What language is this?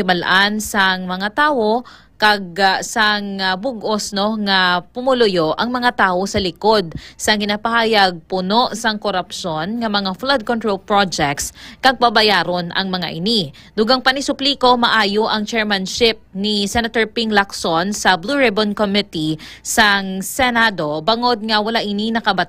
Hiligaynon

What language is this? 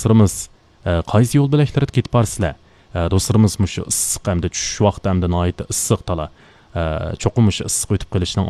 Uyghur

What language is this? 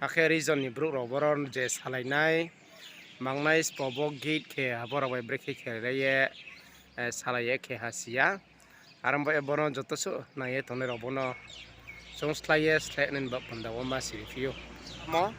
Riang (India)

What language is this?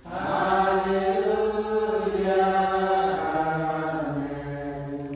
Central Mnong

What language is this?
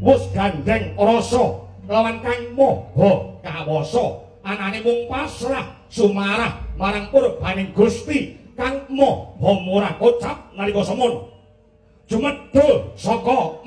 Javanese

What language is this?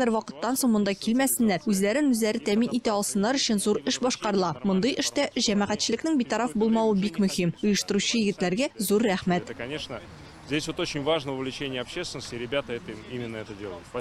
Tatar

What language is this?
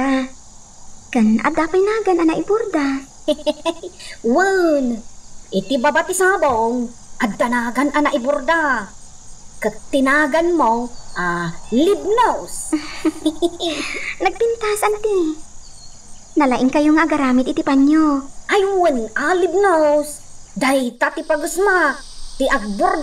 Iloko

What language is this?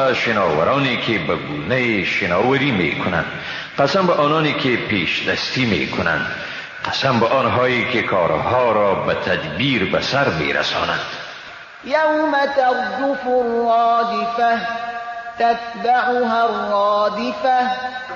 Persian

